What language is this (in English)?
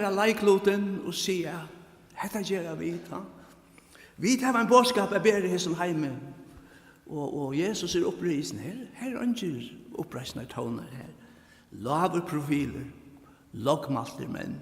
Faroese